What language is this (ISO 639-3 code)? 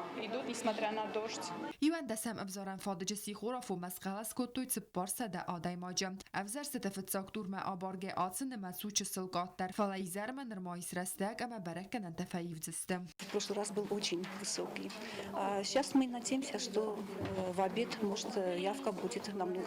oss